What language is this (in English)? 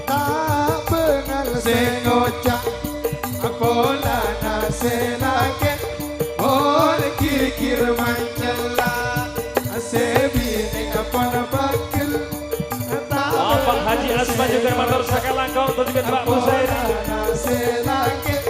Madurese